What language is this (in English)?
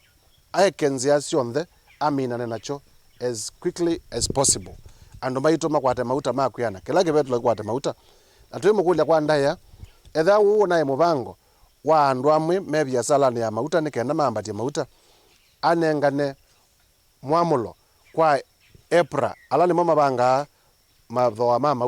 Kamba